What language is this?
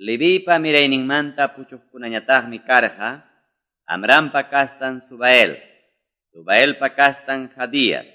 Quechua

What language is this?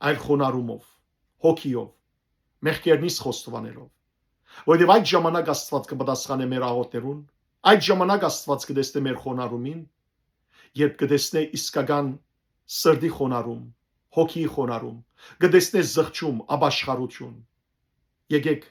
Western Armenian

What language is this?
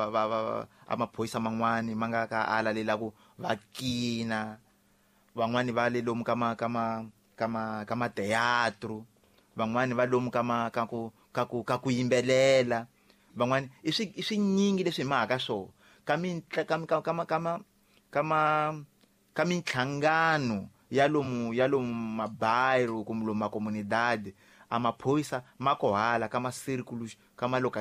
Tsonga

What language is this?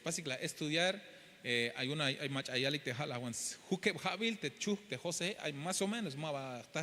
Tzeltal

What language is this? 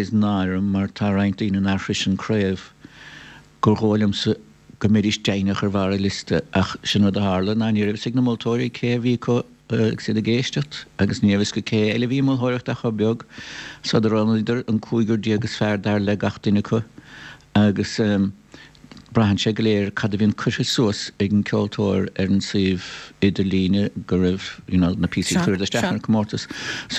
Irish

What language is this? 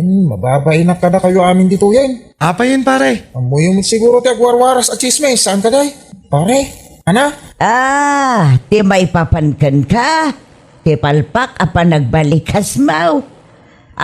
Iloko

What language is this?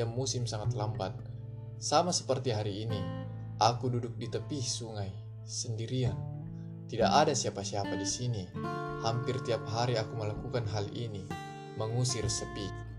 Indonesian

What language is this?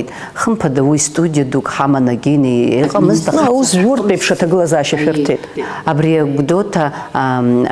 Abkhazian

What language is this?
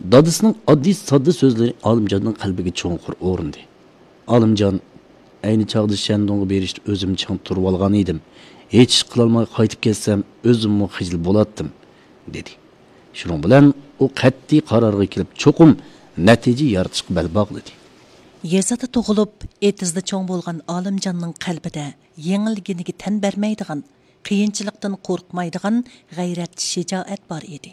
Uyghur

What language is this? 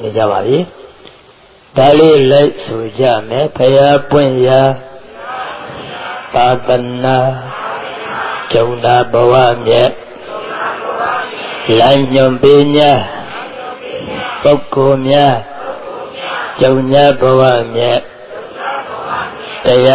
Burmese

